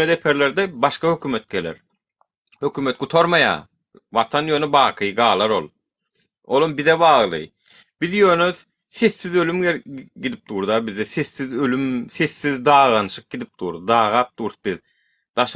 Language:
Turkmen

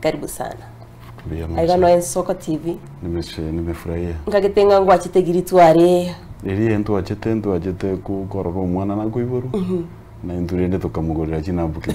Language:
Gusii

